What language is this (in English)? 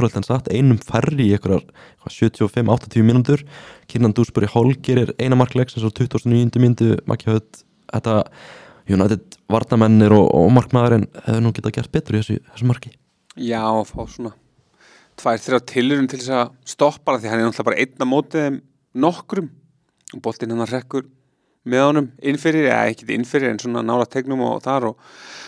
Icelandic